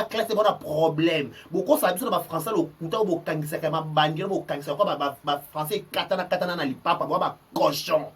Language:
Lingala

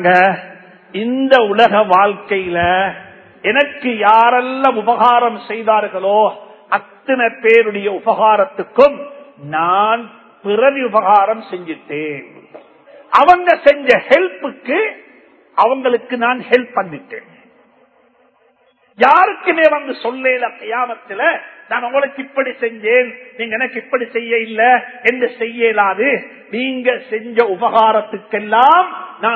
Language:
Tamil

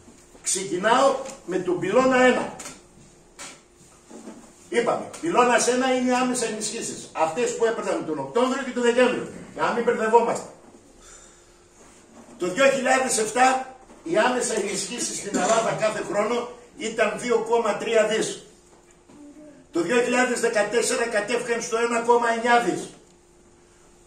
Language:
Greek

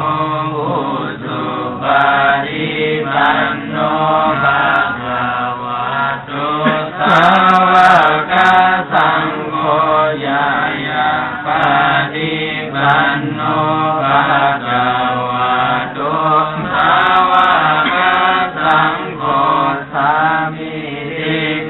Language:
Pali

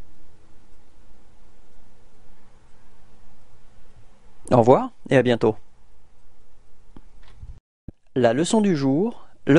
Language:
French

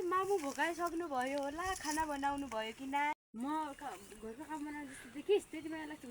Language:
Nepali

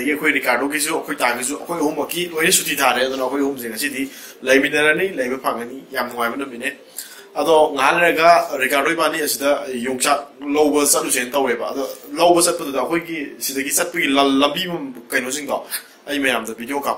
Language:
Manipuri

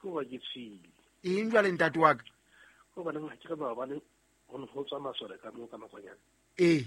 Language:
Southern Sotho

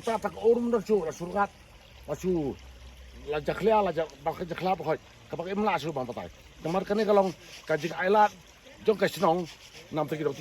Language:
Khasi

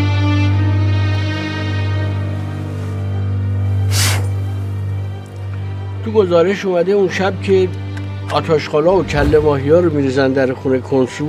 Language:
Persian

